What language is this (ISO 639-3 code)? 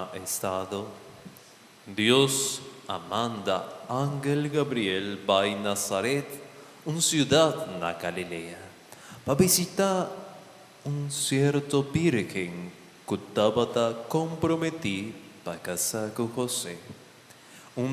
pap